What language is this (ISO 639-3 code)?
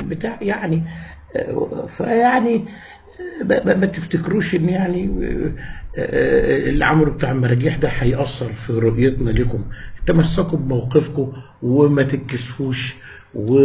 arz